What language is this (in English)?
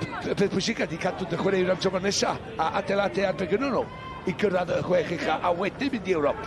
Welsh